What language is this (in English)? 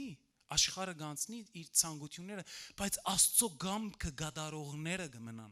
Western Armenian